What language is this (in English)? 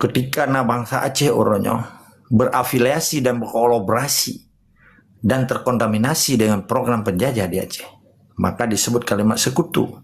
Achinese